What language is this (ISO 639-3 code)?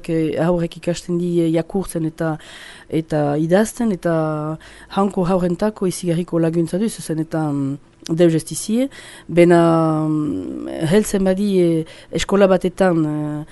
eus